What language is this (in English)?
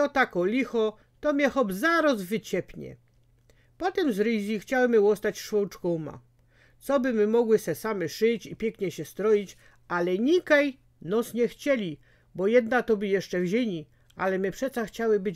Silesian